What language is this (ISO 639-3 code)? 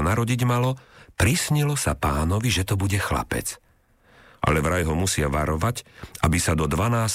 slk